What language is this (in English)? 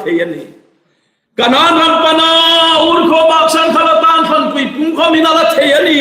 Hmar